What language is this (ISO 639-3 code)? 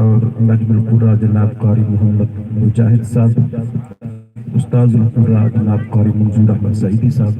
skr